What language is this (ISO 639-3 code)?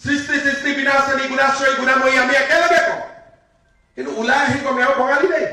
asm